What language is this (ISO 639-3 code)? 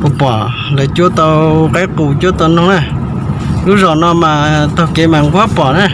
hmn